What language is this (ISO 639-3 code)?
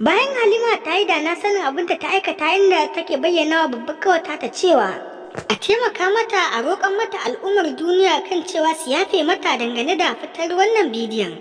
hau